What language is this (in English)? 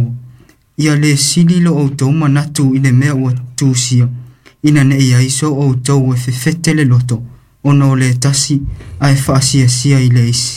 Samoan